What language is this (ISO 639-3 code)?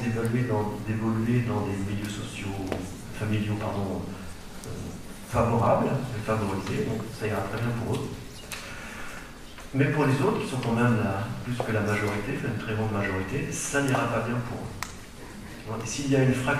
fra